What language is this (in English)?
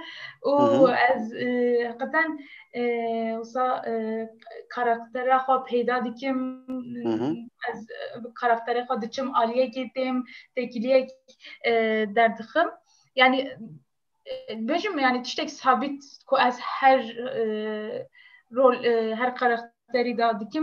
Kurdish